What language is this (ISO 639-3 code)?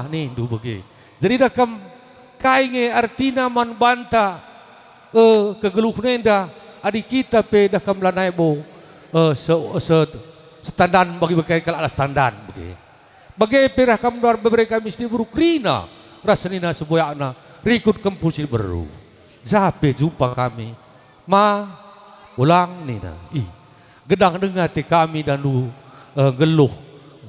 btx